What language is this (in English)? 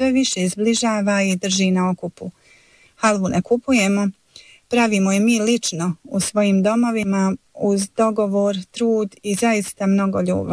Bosnian